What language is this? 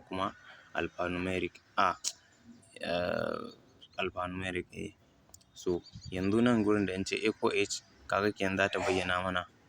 Hausa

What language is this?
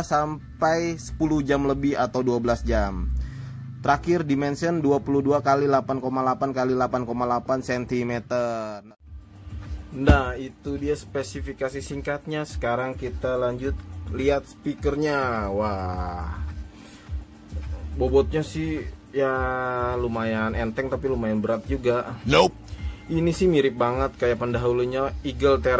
Indonesian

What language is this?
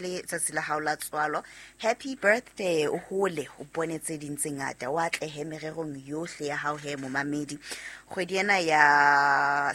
Southern Sotho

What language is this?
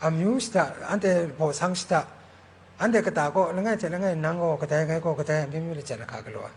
Kachin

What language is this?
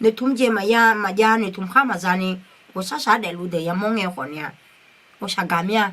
Akha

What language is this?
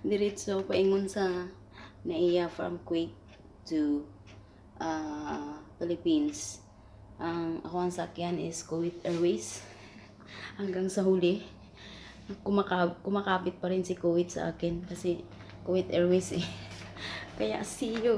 Cebuano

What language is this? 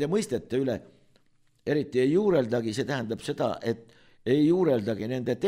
Estonian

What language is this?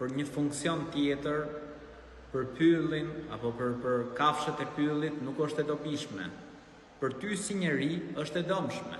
Albanian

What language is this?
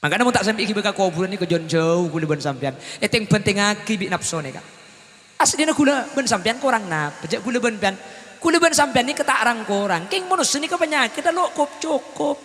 Madurese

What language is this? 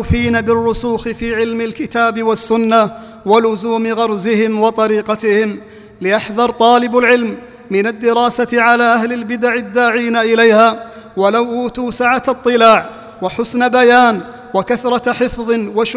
Arabic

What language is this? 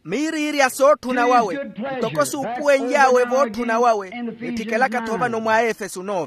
Makhuwa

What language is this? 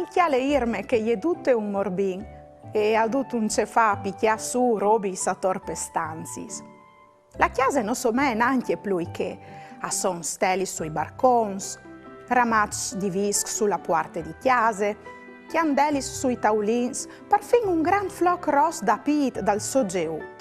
Friulian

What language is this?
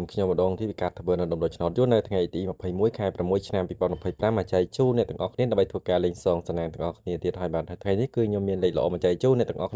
Khmer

